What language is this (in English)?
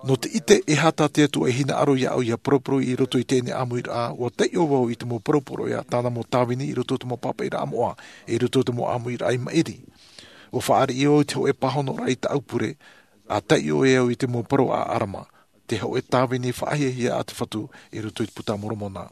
Tahitian